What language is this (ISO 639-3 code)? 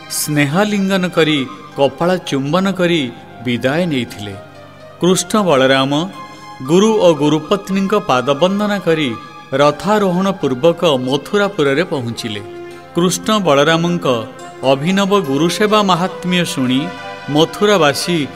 ori